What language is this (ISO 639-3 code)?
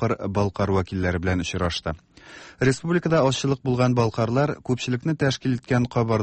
tat